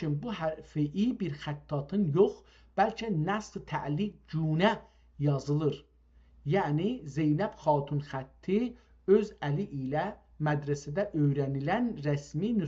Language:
South Azerbaijani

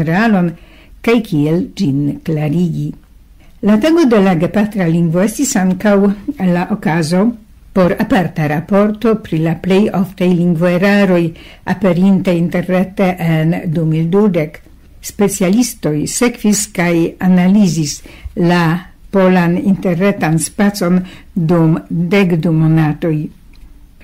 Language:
Esperanto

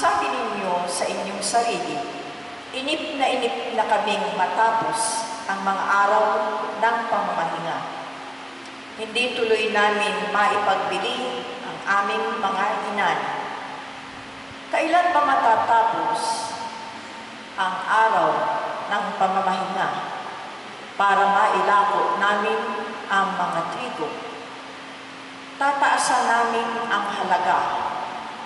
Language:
Filipino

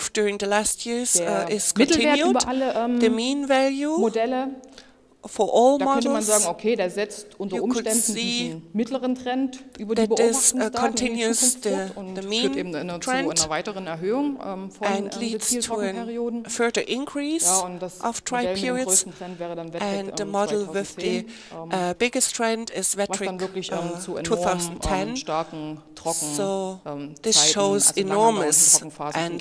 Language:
German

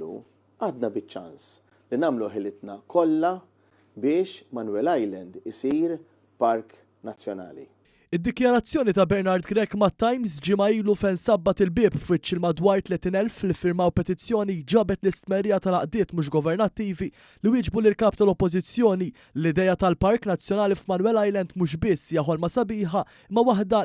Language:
Maltese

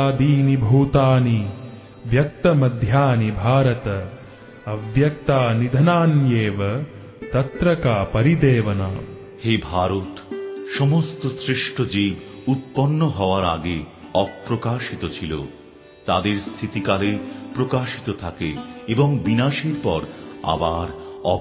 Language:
Bangla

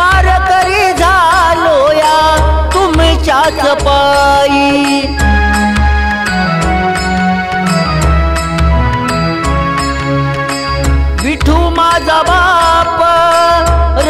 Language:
Marathi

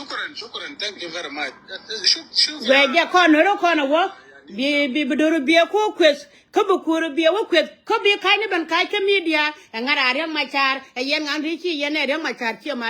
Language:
Nuer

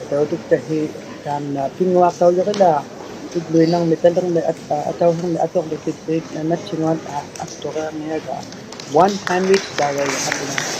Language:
Inuktitut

